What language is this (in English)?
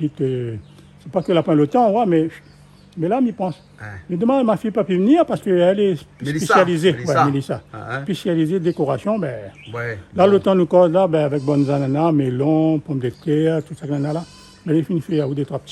Réunion Creole French